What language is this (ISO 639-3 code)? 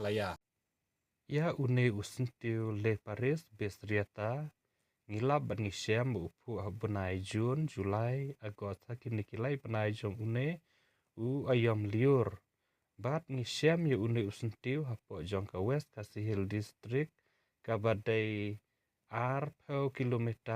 kha